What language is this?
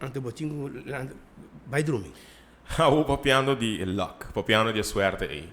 Papiamento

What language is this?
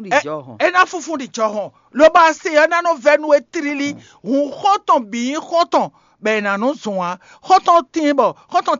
Fon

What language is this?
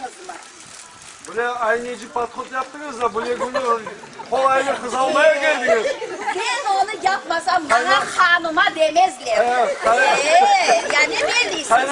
Crimean Tatar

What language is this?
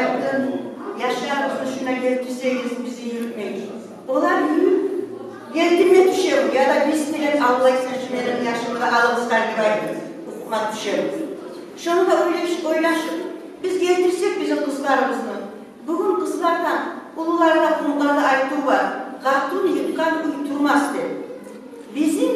Kumyk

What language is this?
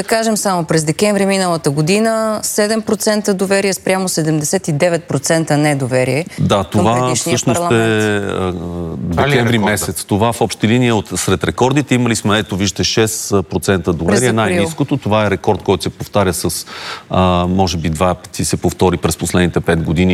Bulgarian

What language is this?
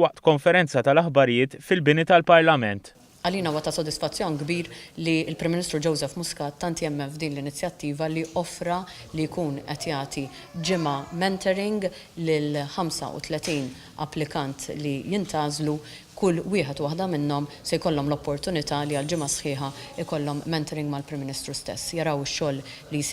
Maltese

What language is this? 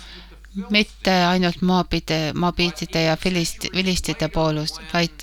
Estonian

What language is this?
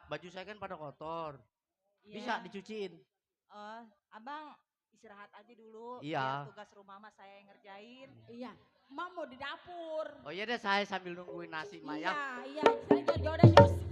Betawi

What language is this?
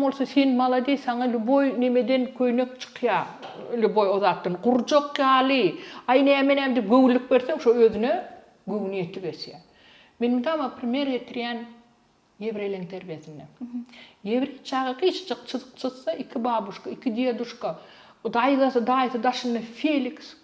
Turkmen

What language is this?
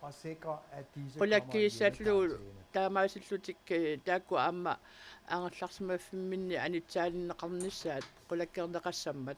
Kalaallisut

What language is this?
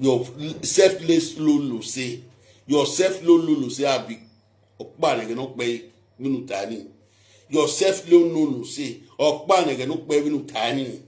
Nigerian Pidgin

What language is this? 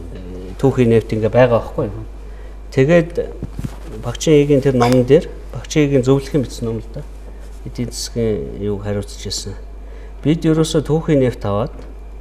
Mongolian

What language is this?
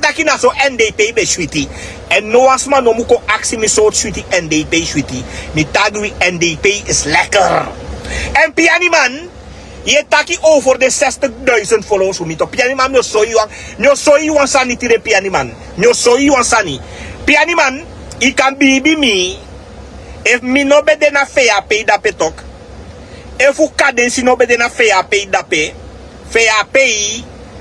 Sranan Tongo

